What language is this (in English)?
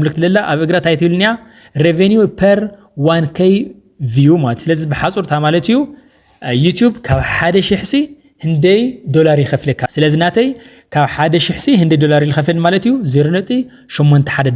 Tigrinya